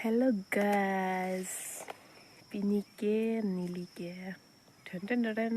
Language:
Karbi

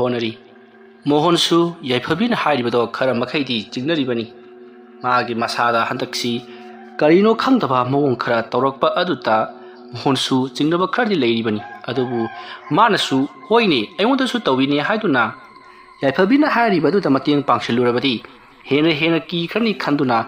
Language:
Manipuri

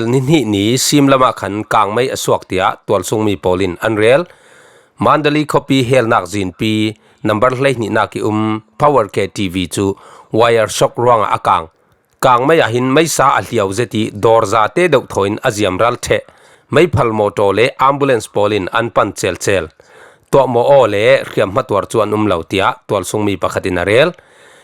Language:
Falam Chin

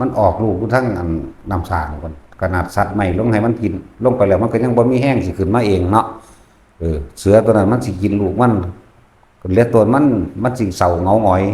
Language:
Northeastern Thai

